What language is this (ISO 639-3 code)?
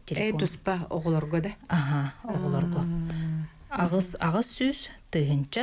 sah